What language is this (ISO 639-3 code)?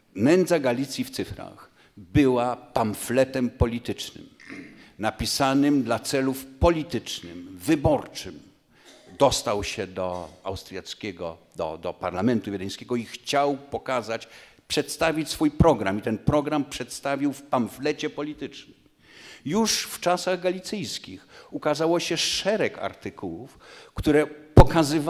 pol